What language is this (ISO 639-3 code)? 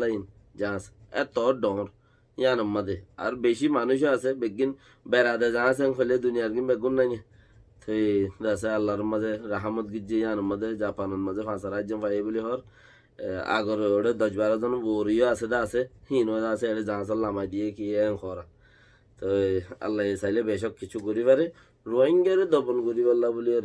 rhg